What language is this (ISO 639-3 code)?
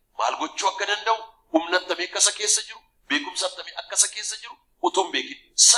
orm